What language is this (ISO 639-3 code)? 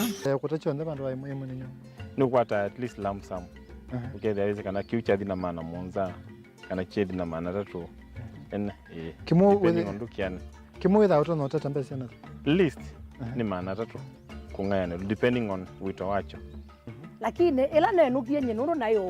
kam